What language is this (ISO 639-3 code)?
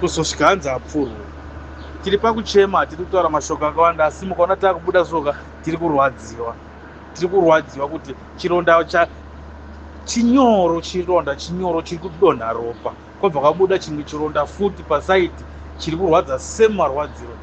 sna